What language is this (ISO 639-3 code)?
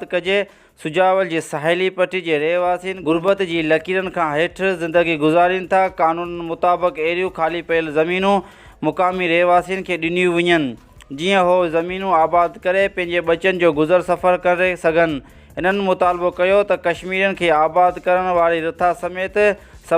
snd